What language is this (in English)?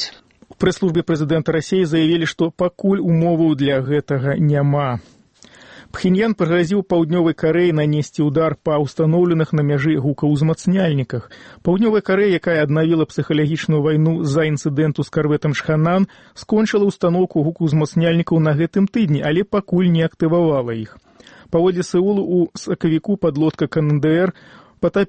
Belarusian